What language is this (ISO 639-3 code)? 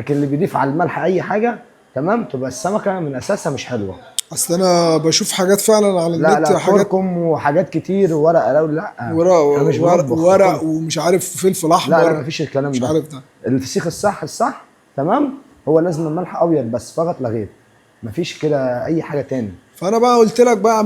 arz